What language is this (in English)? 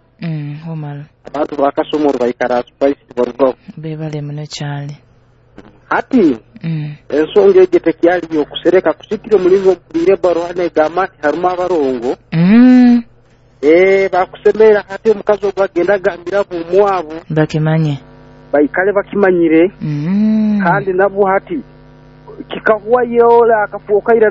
Nyoro